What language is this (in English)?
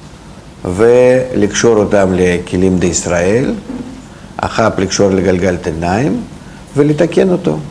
Hebrew